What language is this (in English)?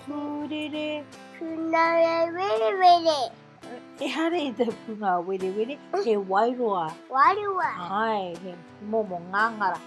Māori